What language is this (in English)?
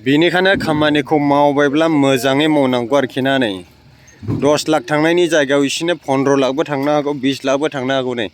Bodo